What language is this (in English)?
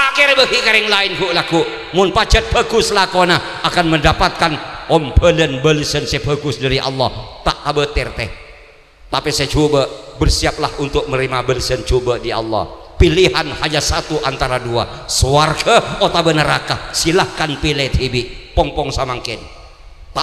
Madurese